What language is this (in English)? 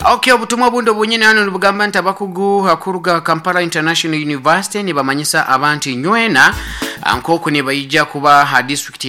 Nyankole